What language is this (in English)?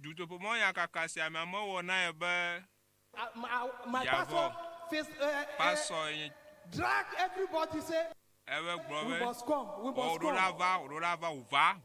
Ewe